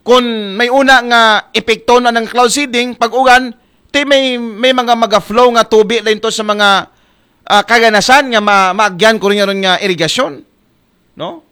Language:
Aklanon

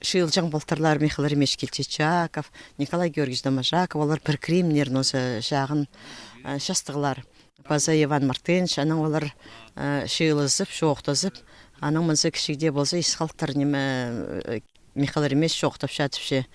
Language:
Khakas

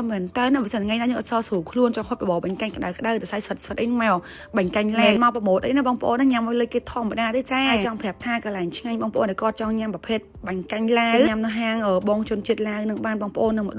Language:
Khmer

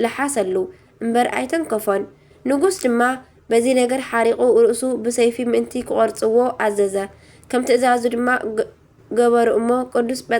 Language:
Tigrinya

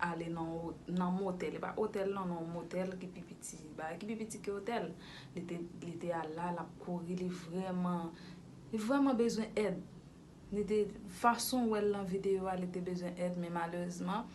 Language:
Haitian Creole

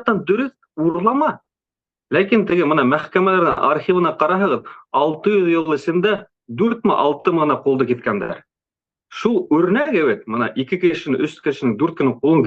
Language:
Bashkir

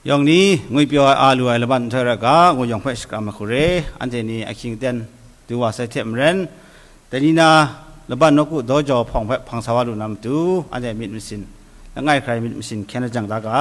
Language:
Kachin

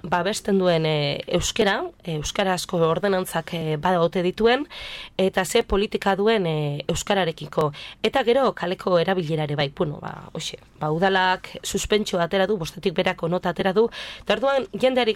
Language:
Basque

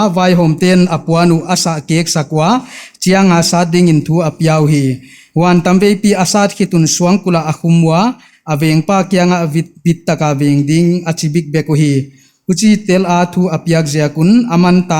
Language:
Paite Chin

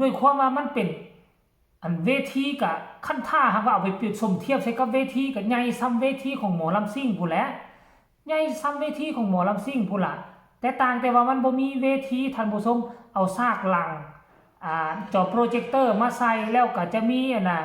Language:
Northeastern Thai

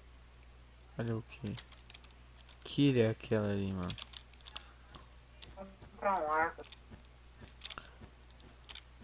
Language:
Portuguese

